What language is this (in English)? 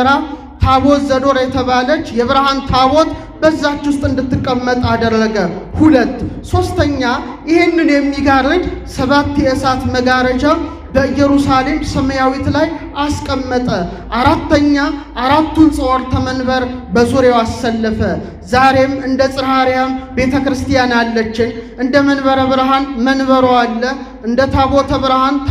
Amharic